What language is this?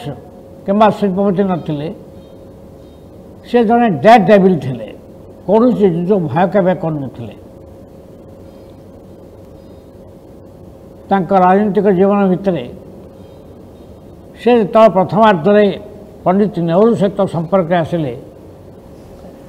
Odia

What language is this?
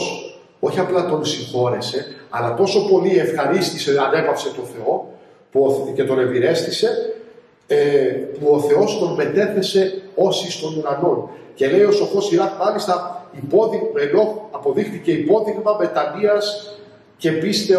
Greek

